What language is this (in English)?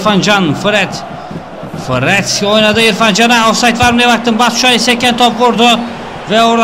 Turkish